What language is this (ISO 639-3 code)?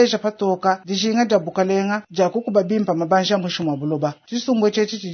lua